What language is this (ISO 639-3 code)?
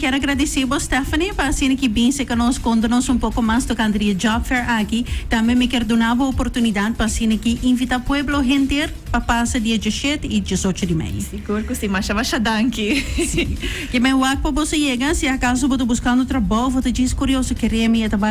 pap